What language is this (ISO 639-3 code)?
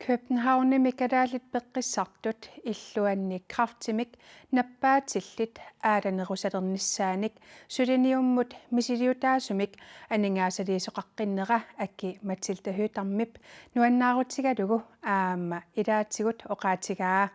kal